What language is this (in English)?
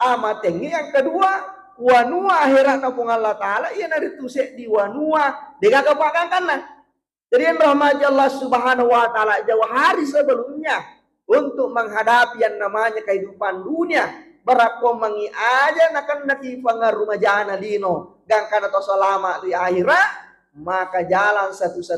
Buginese